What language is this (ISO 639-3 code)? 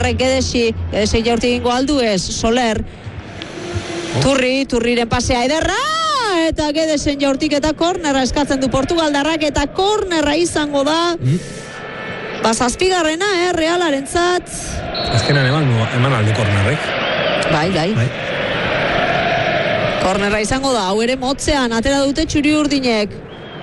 eus